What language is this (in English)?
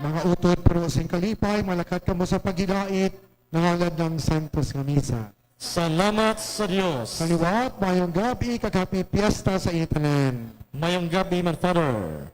Hiligaynon